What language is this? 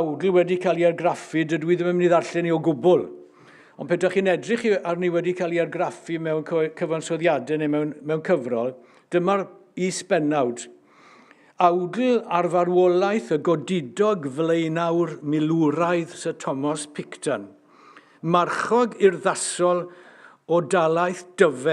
Welsh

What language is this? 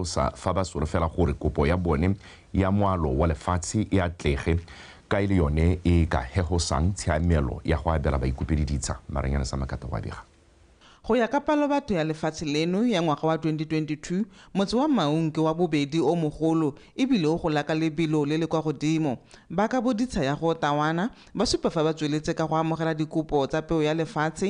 Tswana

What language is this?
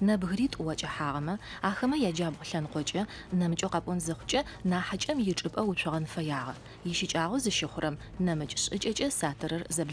Adyghe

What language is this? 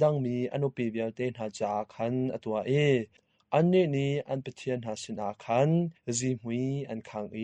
Hakha Chin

